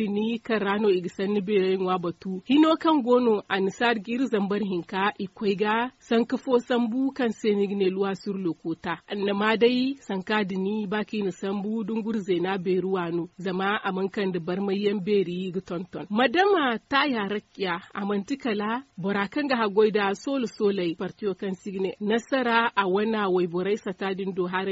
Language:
Zarma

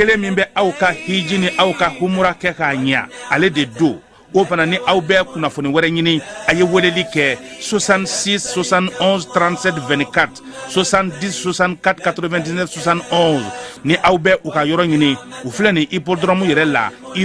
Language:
Bambara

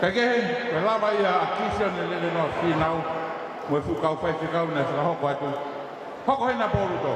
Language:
Tongan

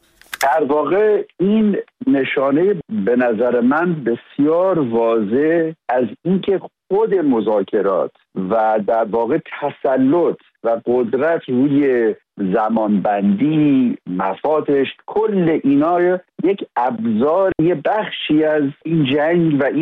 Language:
Persian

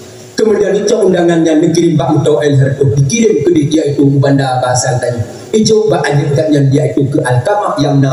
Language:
Achinese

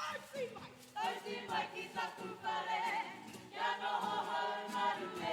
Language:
Māori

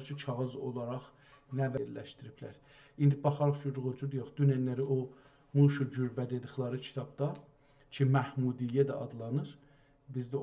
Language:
South Azerbaijani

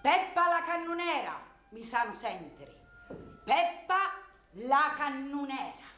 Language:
Sicilian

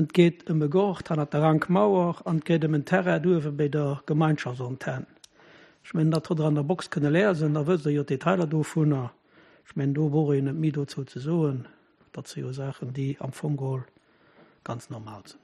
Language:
Luxembourgish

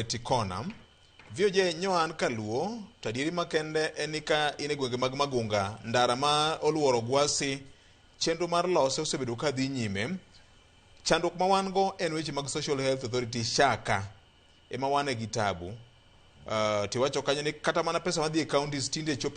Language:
Luo (Kenya and Tanzania)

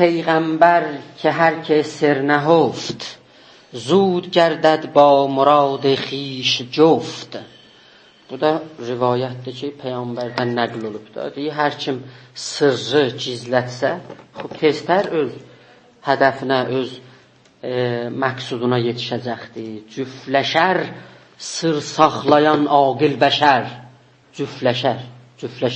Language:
South Azerbaijani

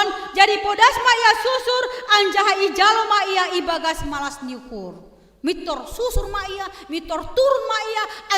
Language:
Batak Simalungun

